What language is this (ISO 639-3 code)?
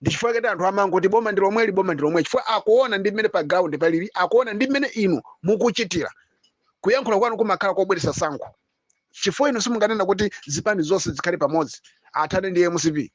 nya